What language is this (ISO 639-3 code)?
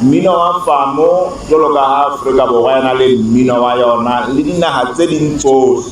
sot